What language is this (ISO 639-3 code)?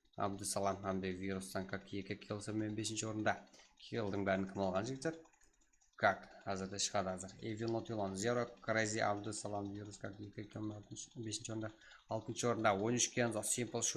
kaa